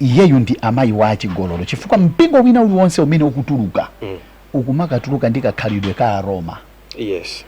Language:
Nyanja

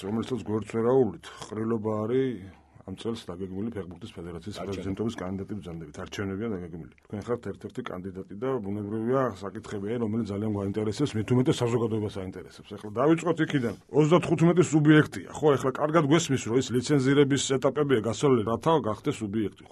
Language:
Georgian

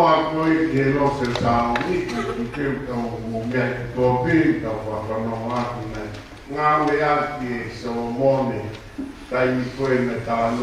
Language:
Tongan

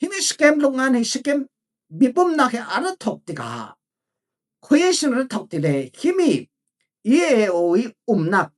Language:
Falam Chin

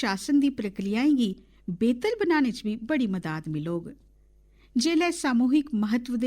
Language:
Dogri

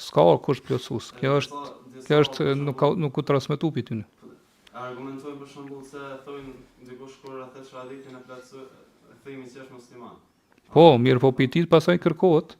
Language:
Albanian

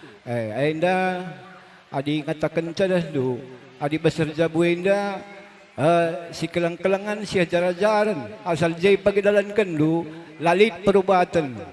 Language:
Batak Karo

